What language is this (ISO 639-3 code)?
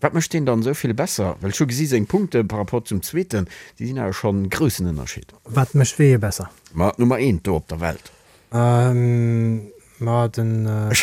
ltz